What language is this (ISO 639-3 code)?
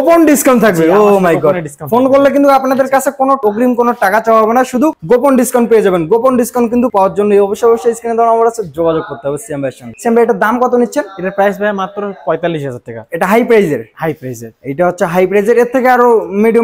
ben